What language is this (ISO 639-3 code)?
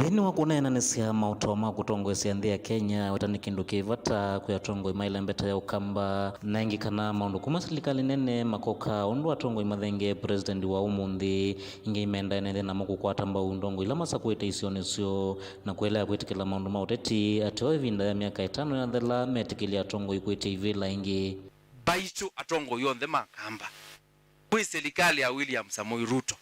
kam